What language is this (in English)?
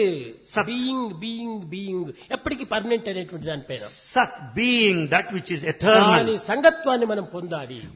Telugu